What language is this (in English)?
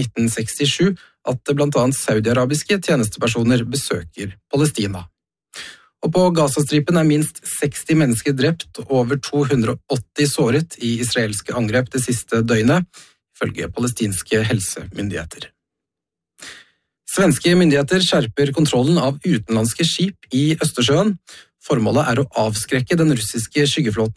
Norwegian